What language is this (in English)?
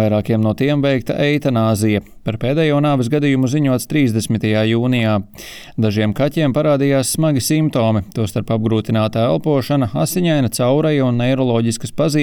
Latvian